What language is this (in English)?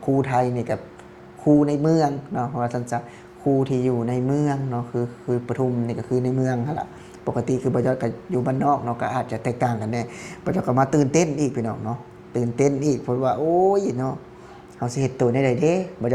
Lao